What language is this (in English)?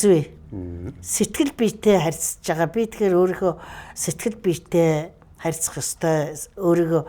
Mongolian